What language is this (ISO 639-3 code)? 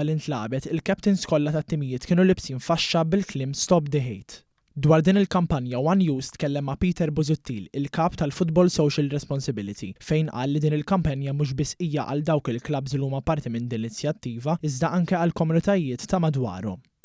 mlt